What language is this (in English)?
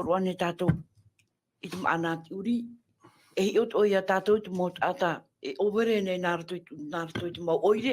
Tahitian